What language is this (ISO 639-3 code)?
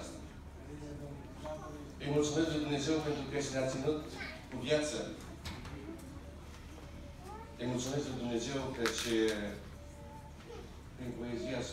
ron